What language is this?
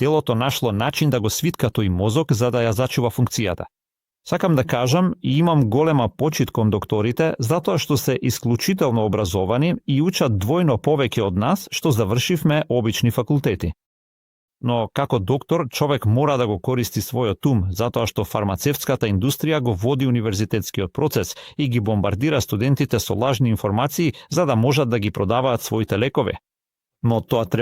Macedonian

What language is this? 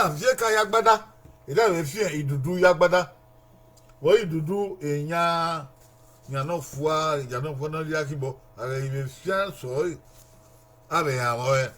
Bini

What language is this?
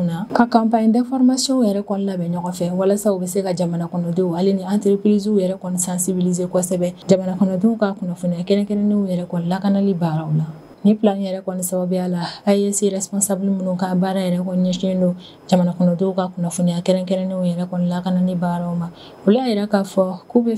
Bambara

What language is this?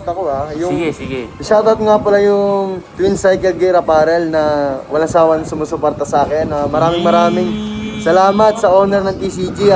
Filipino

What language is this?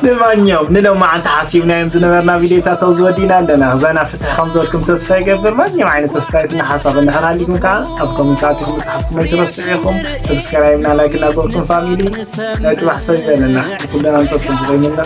Tigrinya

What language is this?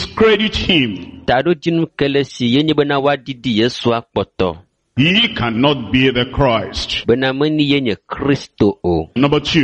Ewe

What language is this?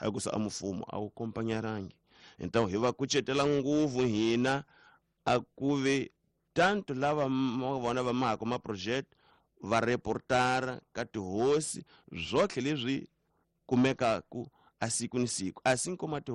Tsonga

